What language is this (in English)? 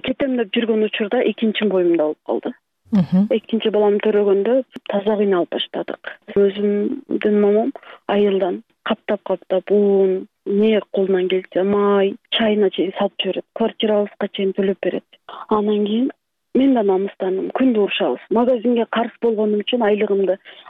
Kyrgyz